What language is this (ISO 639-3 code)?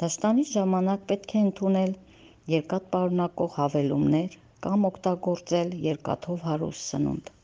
hye